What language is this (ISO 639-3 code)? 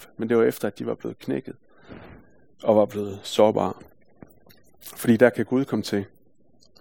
dan